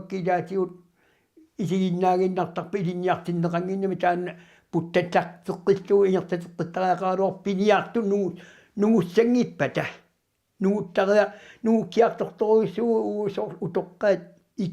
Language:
Kalaallisut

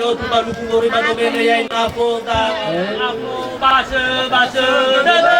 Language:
Nias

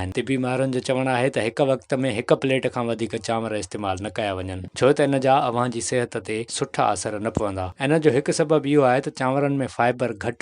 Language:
Sindhi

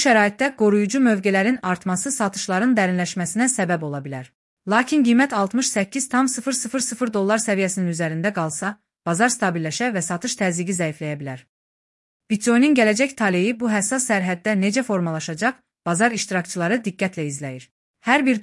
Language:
Azerbaijani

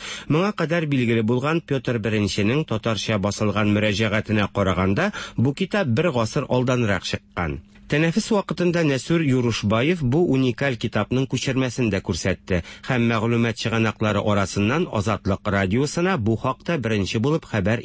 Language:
Tatar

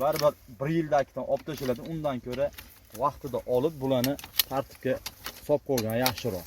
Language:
Uzbek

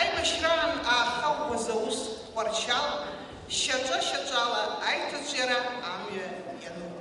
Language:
Abkhazian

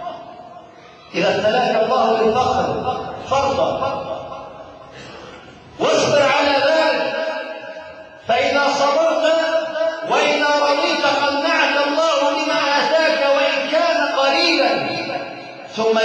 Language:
Arabic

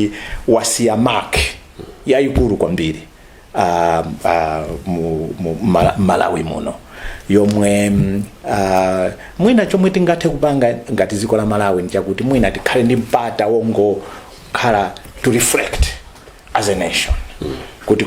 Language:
Nyanja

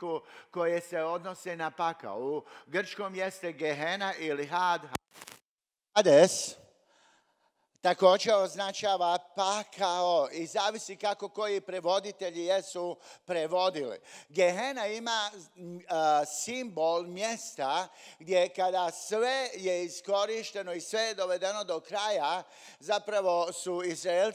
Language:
Croatian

